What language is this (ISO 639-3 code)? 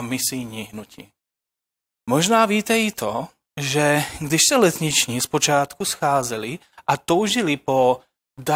ces